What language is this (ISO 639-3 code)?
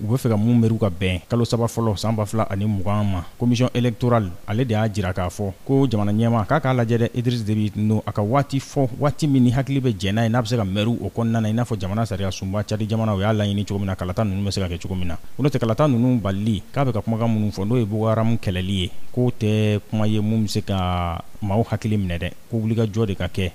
bam